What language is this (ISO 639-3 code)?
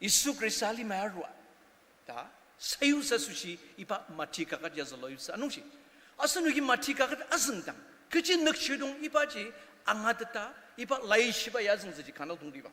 njo